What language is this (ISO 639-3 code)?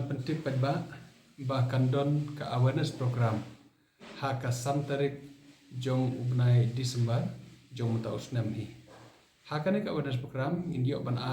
kha